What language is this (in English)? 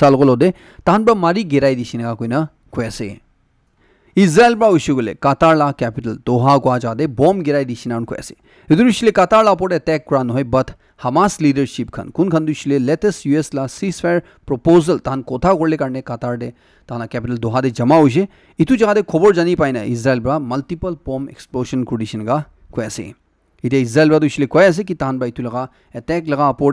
Naga Pidgin